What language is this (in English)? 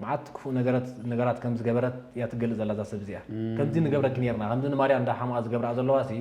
Tigrinya